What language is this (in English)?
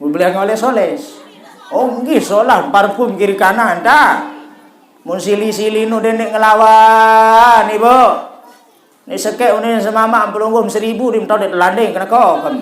Sasak